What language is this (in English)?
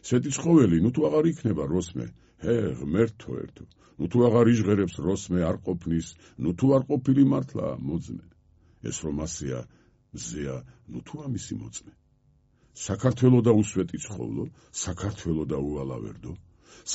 Georgian